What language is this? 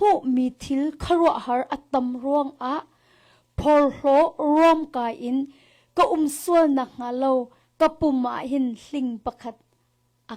Hakha Chin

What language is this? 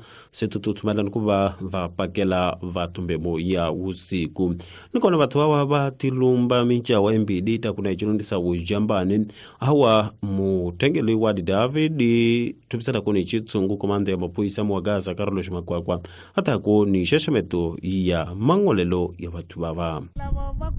Tsonga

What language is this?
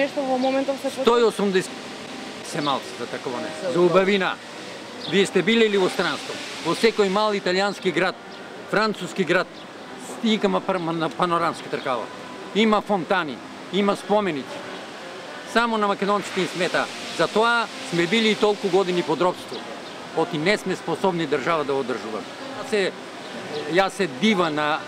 Macedonian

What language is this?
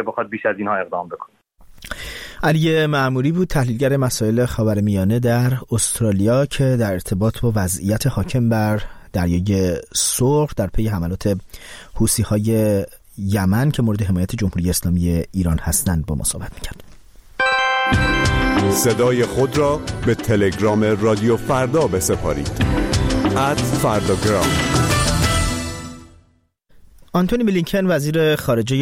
Persian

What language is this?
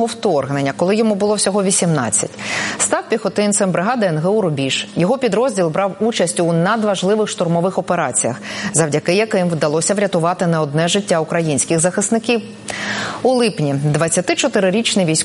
Ukrainian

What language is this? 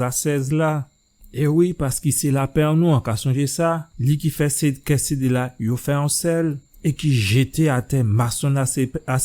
Guadeloupean Creole French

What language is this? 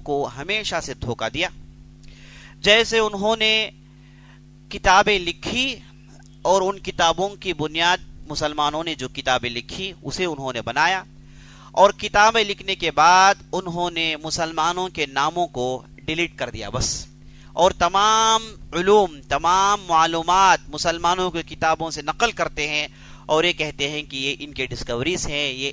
Urdu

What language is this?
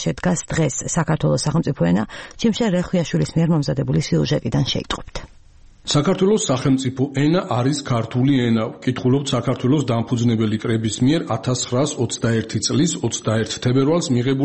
Georgian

